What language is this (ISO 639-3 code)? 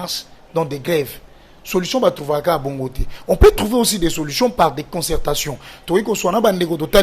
lin